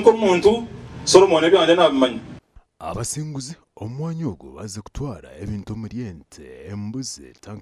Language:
Nyankole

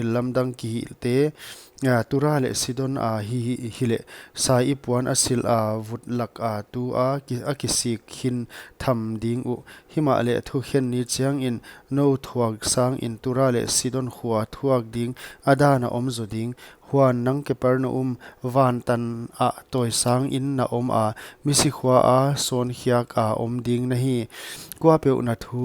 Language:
Paite Chin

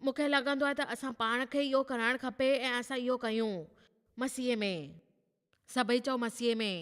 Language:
Sindhi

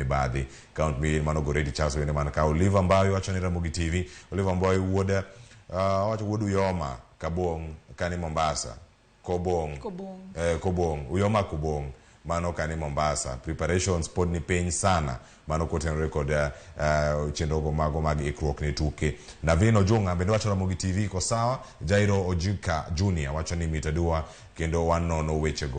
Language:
Luo (Kenya and Tanzania)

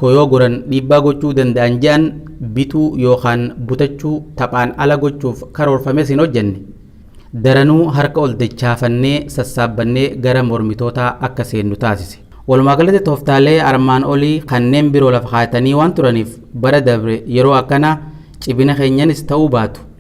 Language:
Oromo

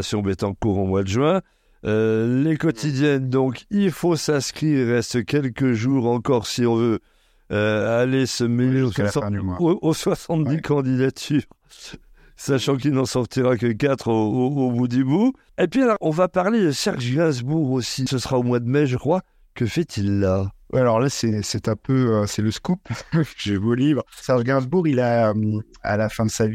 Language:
French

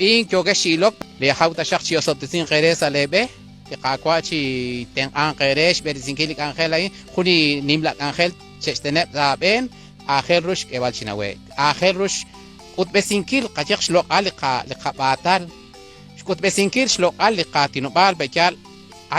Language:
Kekchí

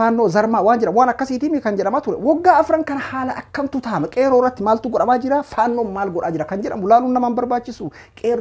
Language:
Oromo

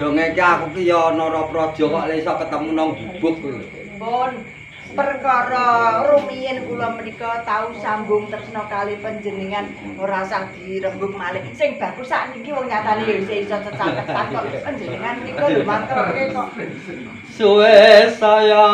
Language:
Javanese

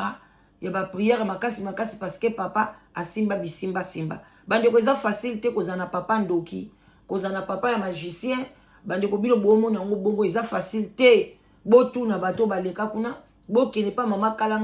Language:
Lingala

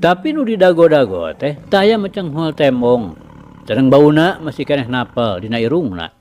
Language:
Sundanese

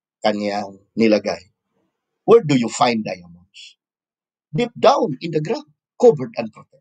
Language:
Filipino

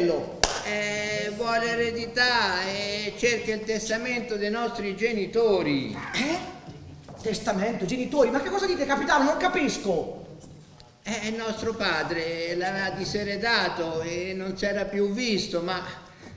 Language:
Italian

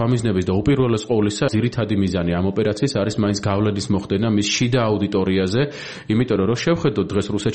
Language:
Georgian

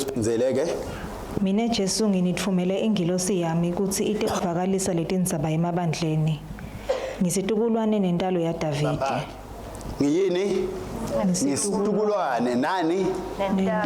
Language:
Swati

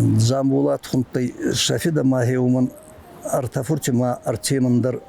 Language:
Ossetic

